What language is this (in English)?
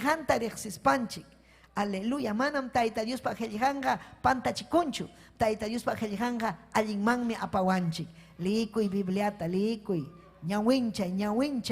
Ayacucho Quechua